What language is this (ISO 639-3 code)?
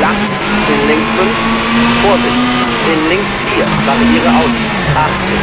bar